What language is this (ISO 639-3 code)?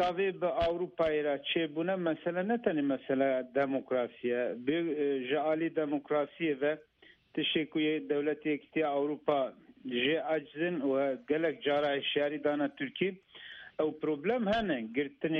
kur